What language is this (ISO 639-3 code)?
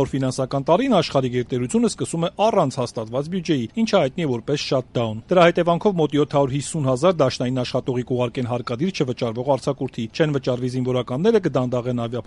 hye